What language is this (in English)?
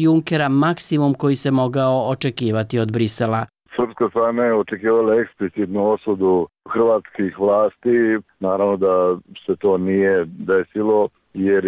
Serbian